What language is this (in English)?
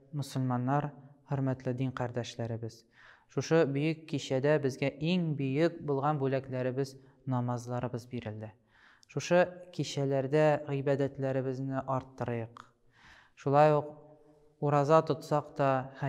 Tatar